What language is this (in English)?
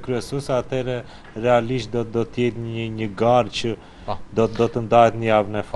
Albanian